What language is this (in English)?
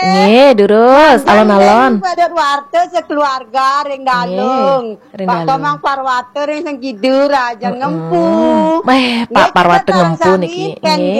Balinese